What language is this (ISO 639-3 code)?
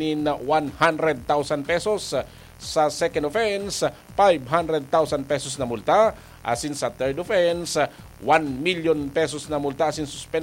bik